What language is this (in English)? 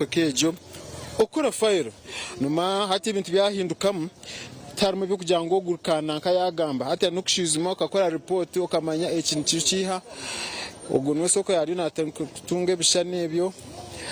Nyankole